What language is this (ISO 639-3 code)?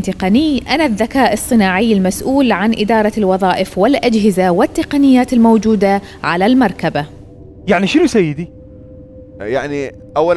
acm